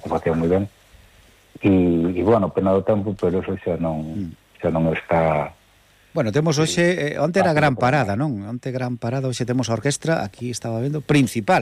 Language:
Galician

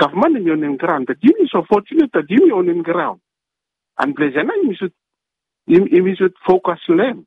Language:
Bislama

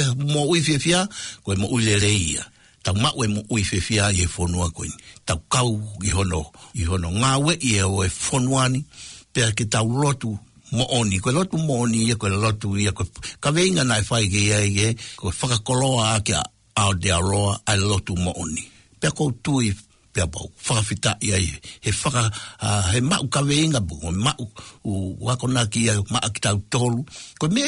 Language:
Tongan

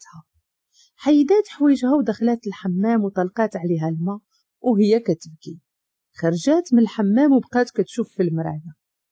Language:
Moroccan Arabic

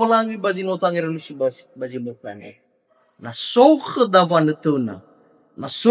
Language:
Nias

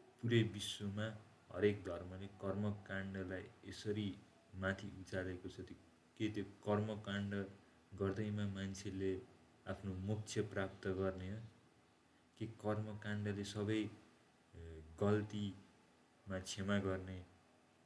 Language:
Nepali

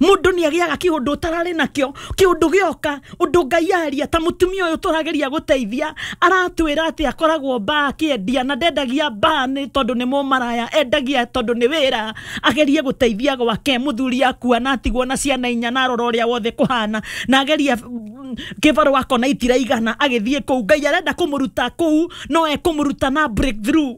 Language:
Kikuyu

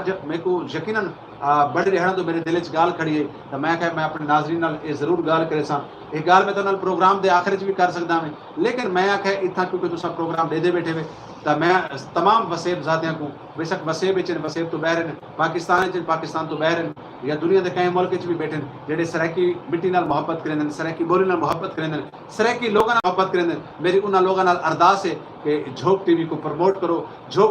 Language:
Saraiki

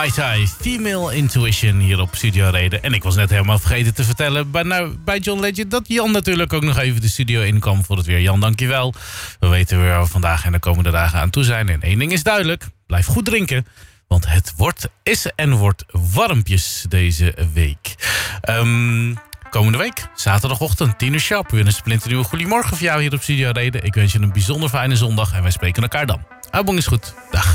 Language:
Dutch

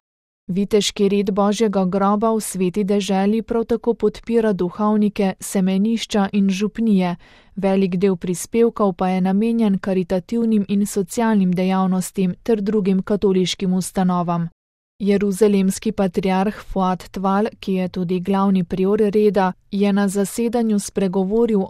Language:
Slovenian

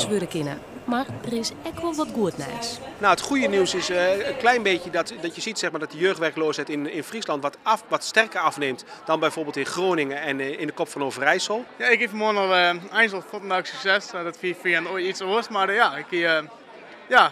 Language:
Western Frisian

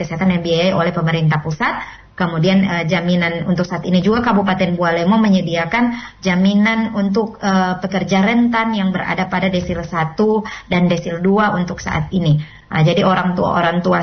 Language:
Indonesian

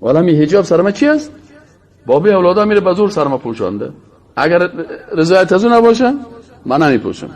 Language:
Persian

